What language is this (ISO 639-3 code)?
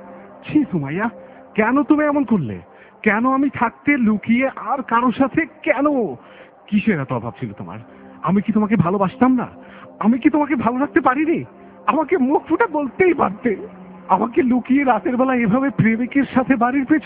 ben